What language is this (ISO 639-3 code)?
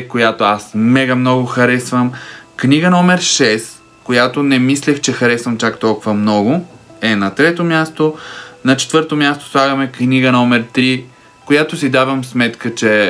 bul